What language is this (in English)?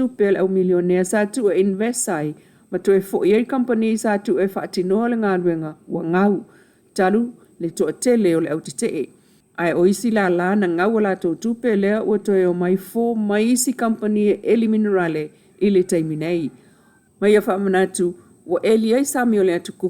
Samoan